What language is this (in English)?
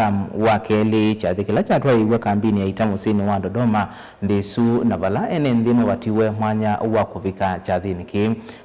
Kamba